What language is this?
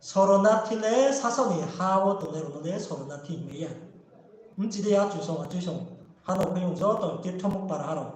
Riang (India)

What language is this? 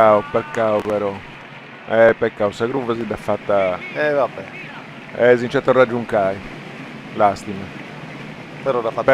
Sardinian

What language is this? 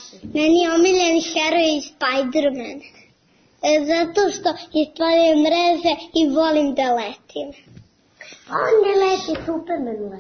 Serbian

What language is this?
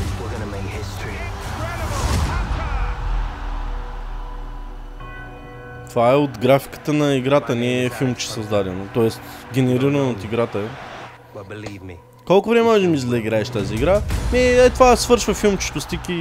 Bulgarian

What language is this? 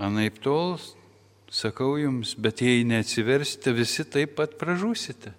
Lithuanian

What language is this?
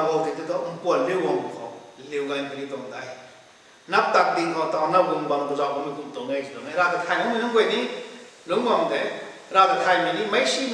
Rongmei Naga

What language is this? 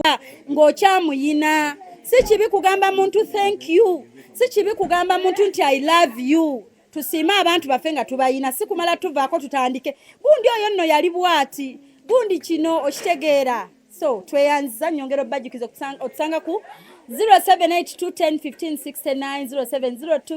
Ganda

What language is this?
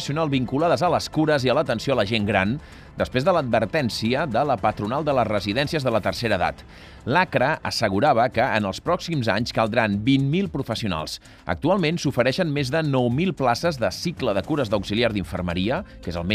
Catalan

